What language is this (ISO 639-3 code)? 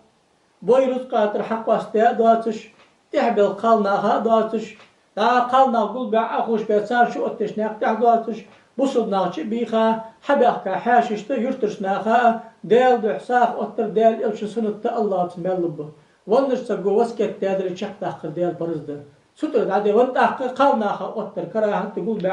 inh